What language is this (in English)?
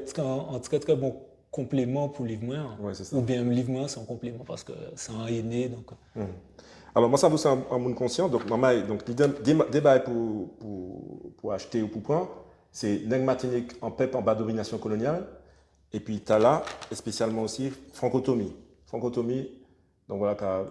Guadeloupean Creole French